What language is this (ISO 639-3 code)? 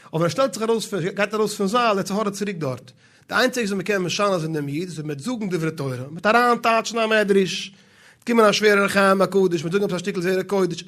yid